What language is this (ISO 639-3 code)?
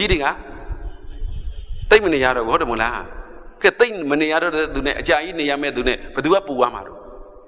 mya